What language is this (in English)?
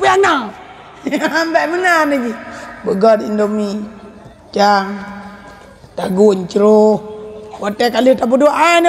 Achinese